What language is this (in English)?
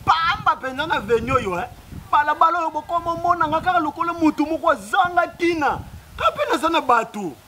Lingala